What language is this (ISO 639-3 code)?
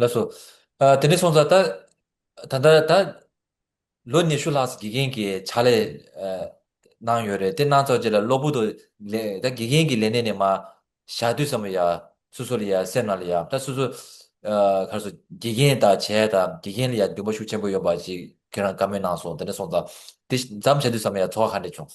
bod